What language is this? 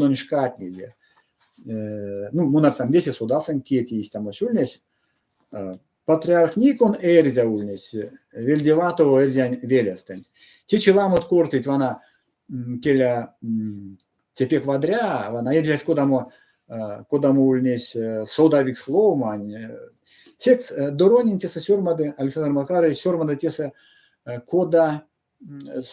Erzya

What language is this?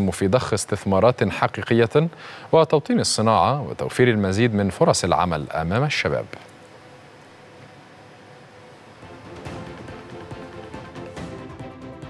Arabic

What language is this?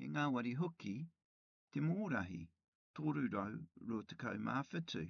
Māori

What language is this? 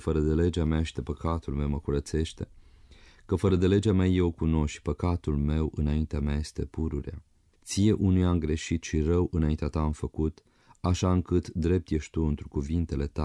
Romanian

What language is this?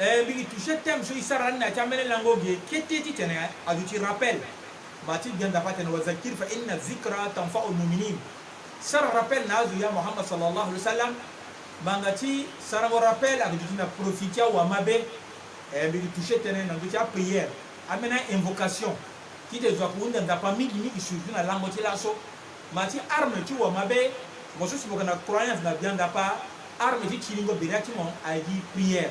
Sango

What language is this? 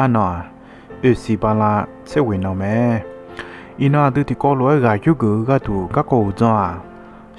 Akha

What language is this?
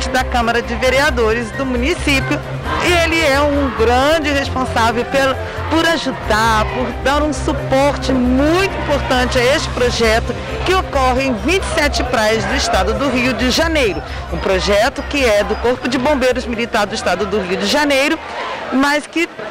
Portuguese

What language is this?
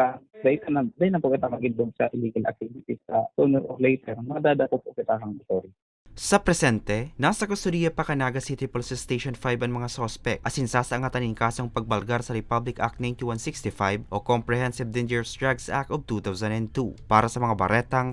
Bikol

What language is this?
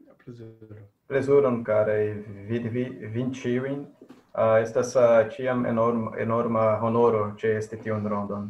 Esperanto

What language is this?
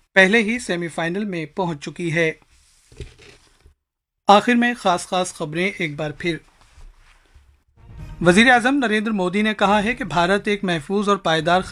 Urdu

